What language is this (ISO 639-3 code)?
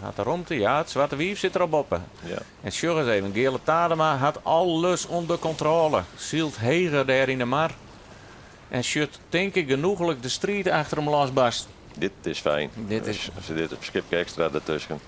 fry